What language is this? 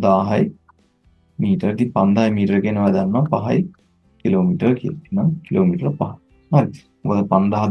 Sinhala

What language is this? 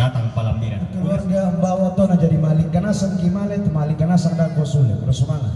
Toraja-Sa'dan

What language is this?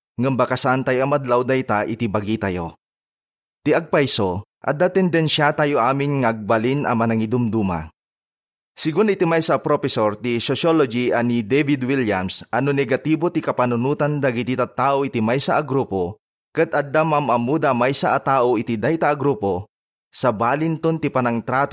Iloko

